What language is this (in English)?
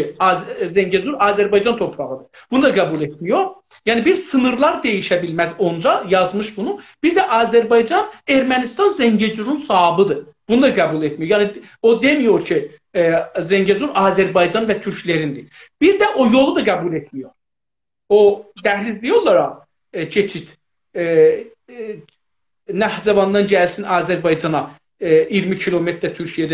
South Azerbaijani